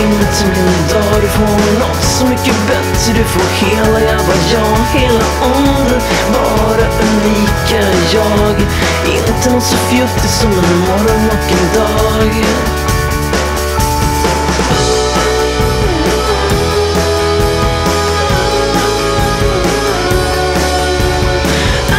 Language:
Swedish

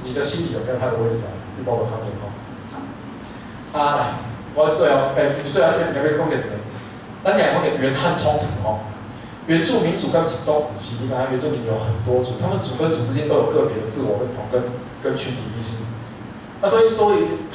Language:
Min Nan Chinese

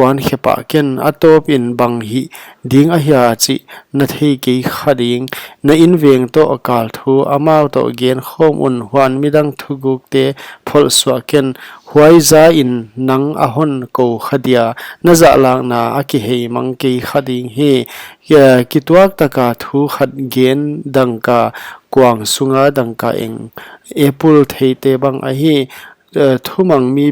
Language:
Paite Chin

